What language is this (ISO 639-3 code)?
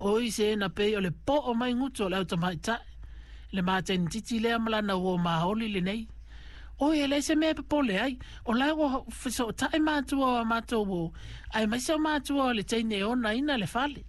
smo